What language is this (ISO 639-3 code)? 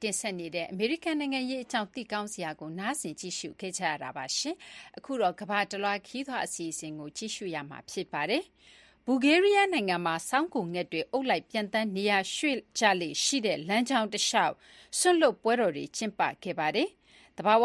mya